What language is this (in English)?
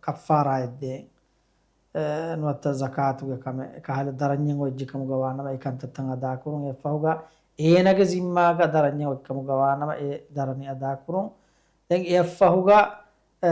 Divehi